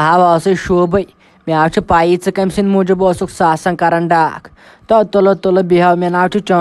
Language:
Kashmiri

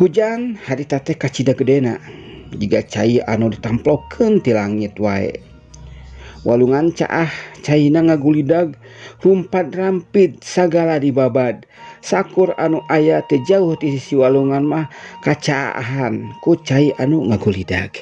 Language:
Sundanese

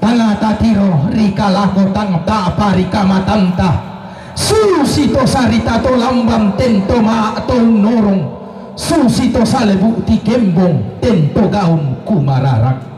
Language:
Toraja-Sa'dan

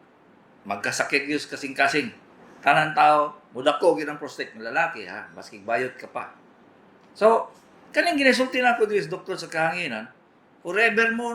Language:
Cebuano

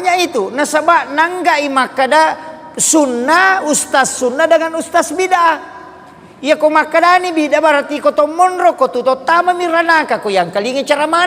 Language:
Buginese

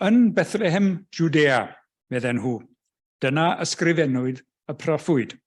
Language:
Welsh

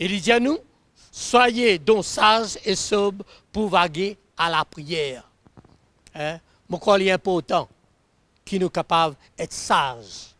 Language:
Morisyen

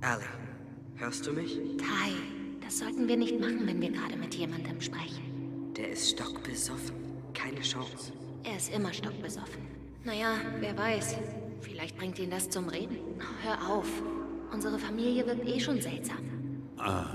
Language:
Swiss German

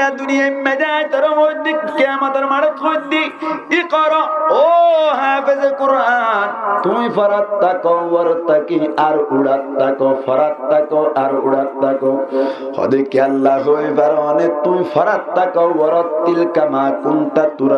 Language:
Rohingya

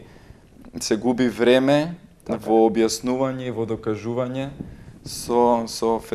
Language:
Macedonian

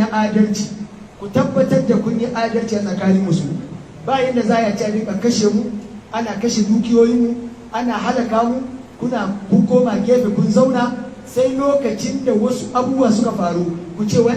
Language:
Hausa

